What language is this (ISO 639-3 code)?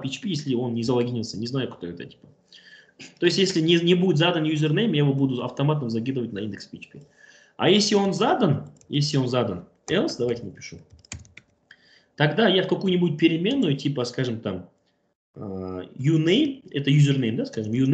rus